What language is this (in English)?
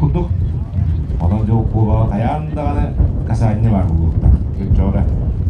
Yakut